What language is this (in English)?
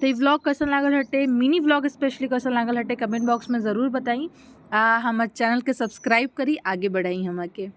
Bhojpuri